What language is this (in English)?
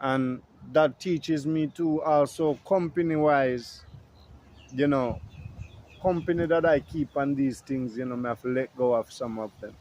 Jamaican Creole English